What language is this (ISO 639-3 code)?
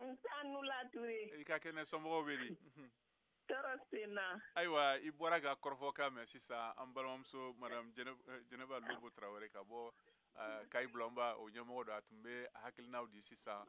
bam